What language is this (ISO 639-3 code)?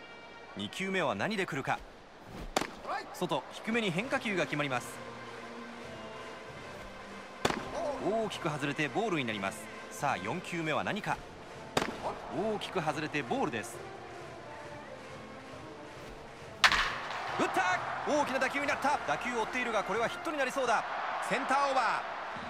jpn